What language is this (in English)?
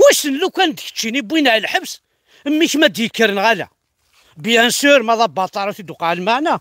Kabyle